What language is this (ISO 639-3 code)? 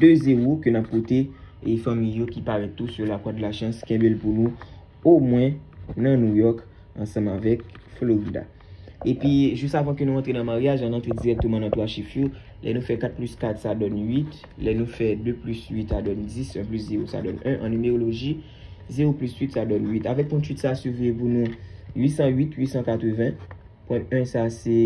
hat